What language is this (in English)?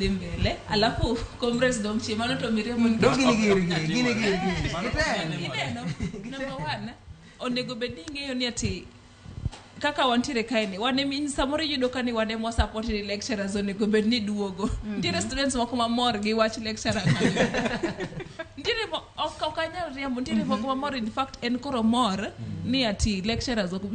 Luo (Kenya and Tanzania)